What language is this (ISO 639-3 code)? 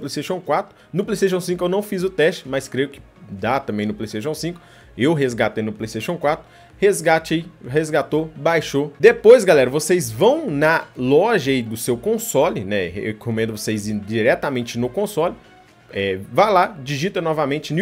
por